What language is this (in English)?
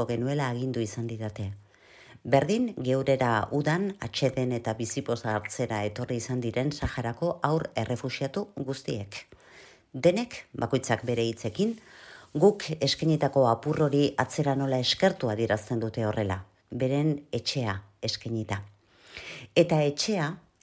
Basque